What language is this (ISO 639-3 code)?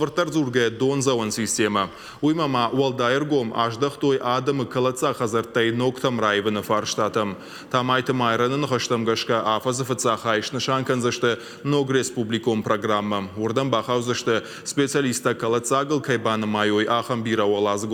oss